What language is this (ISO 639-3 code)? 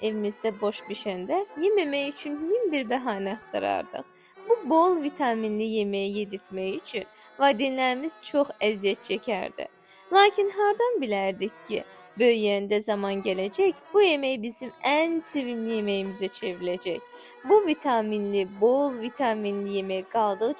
aze